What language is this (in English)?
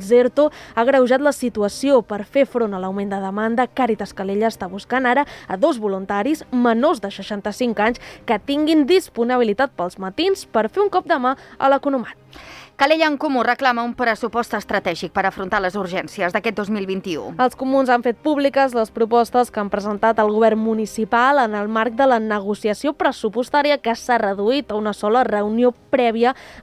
Catalan